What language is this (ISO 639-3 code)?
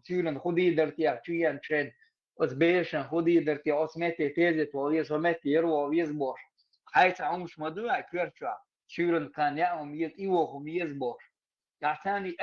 che